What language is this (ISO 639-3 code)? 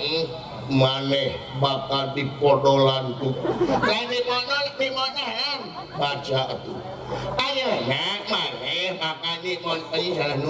sun